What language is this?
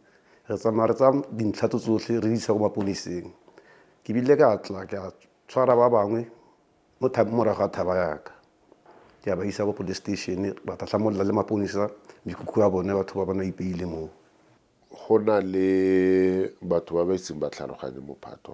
Tswana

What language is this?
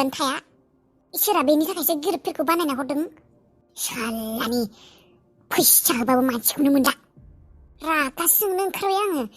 Bodo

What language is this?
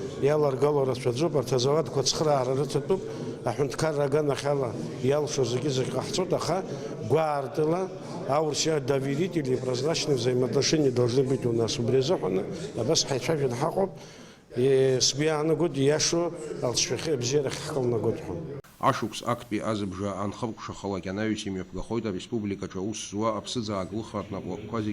Abkhazian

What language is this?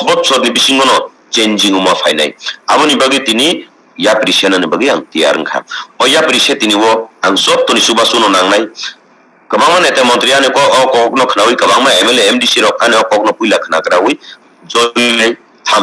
Kok Borok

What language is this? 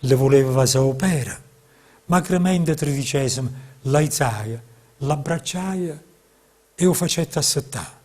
Neapolitan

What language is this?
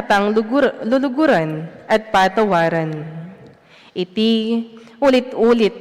Pampanga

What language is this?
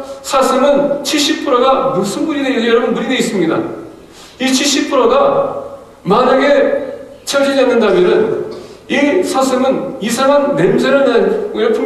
Korean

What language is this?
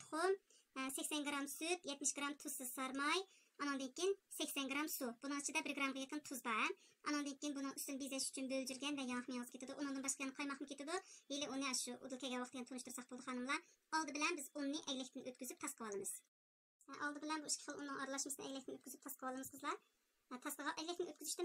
Uyghur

